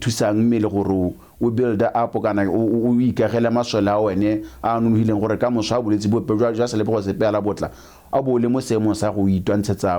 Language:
Tswana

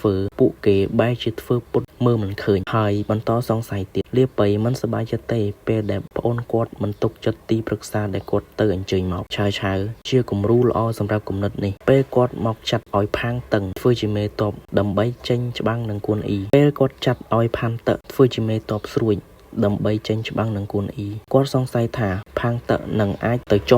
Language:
Khmer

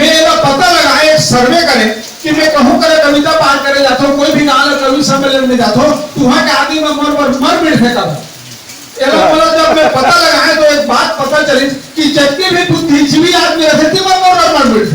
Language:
Chhattisgarhi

